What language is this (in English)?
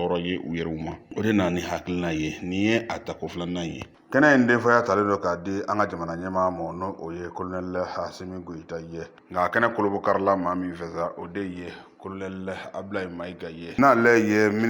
Bambara